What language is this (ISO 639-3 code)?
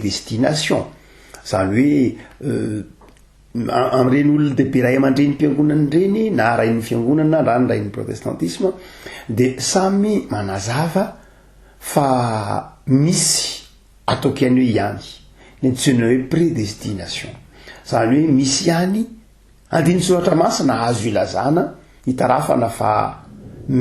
mlg